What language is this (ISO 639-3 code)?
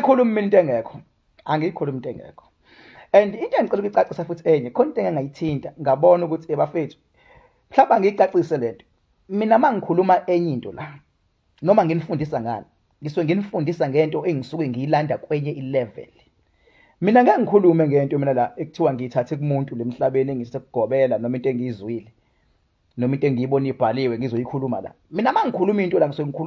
zul